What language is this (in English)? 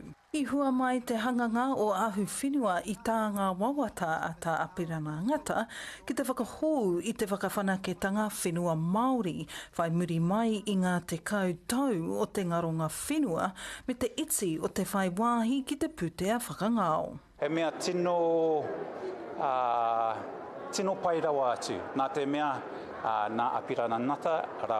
Māori